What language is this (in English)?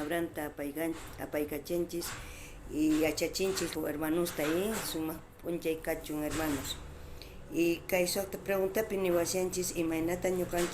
South Bolivian Quechua